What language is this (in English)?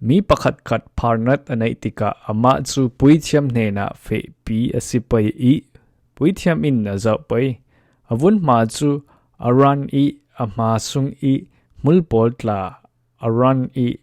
Falam Chin